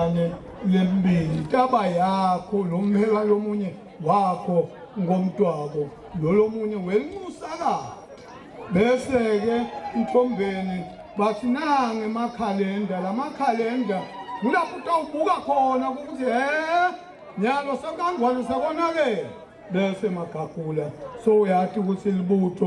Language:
Swati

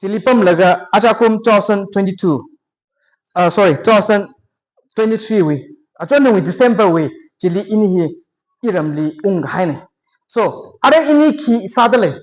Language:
Tangkhul Naga (India)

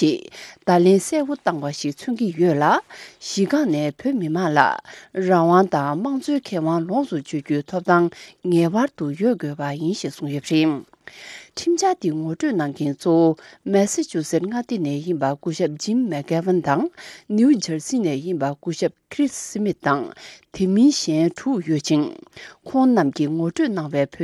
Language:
Tibetan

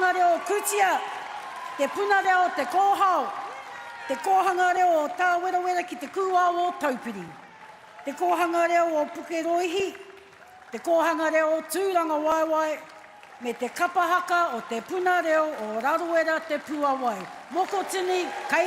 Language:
Māori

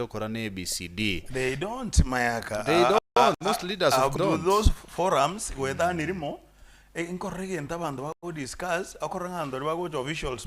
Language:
Gusii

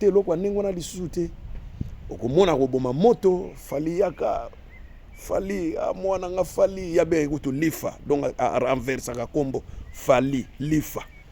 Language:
Lingala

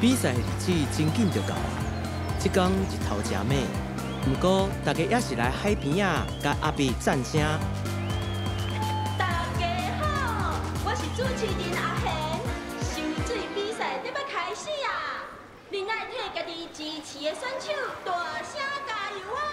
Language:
Min Nan Chinese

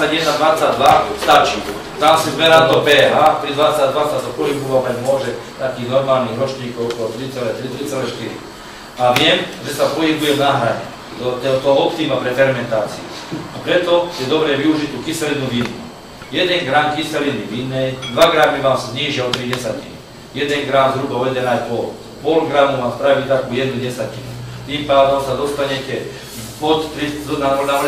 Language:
Slovak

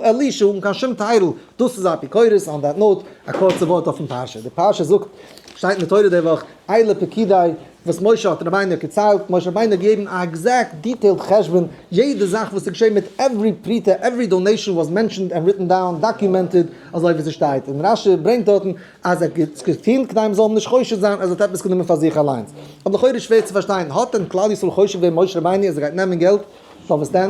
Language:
Yiddish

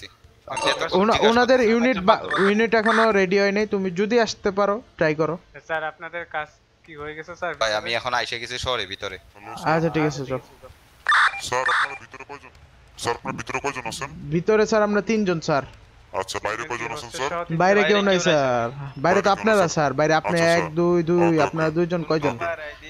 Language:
Bangla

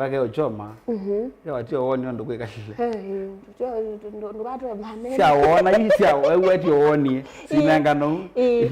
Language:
Kamba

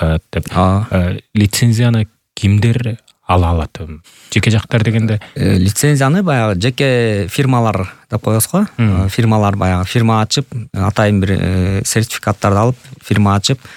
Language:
Kyrgyz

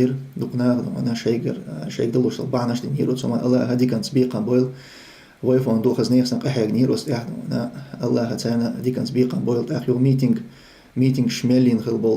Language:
Chechen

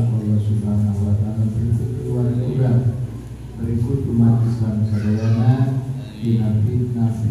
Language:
Sundanese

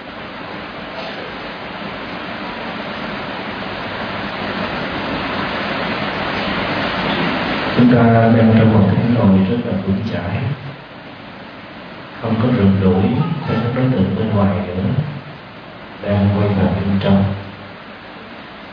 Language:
Vietnamese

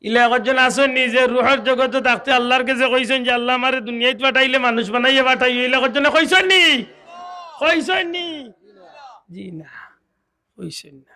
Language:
Sylheti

